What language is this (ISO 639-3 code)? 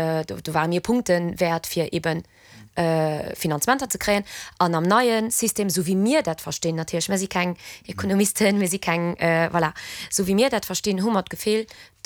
ltz